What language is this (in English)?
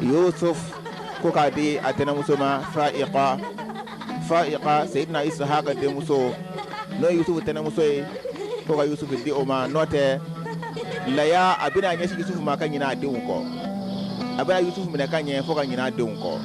Bambara